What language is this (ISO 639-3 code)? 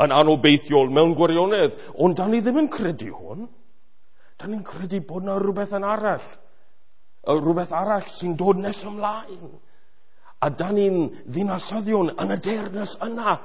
cym